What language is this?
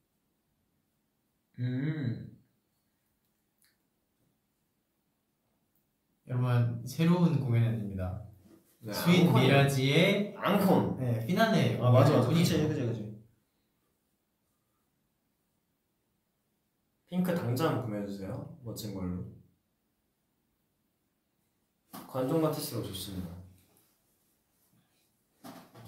Korean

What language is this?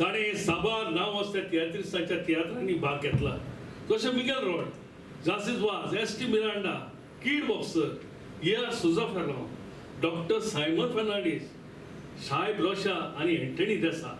Konkani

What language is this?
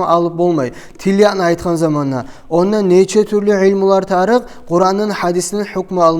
Kumyk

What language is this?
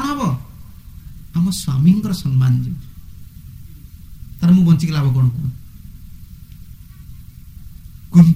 Odia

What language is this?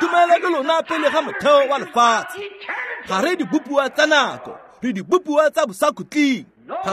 Tswana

